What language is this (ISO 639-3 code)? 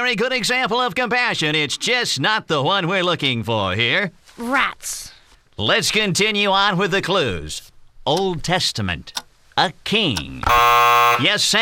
eng